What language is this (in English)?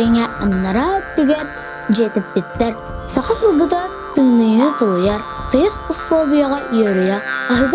Yakut